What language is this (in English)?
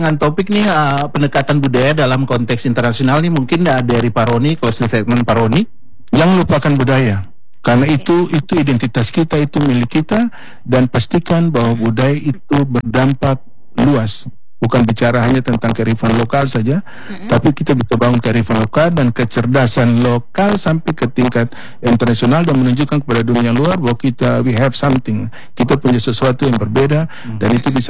Indonesian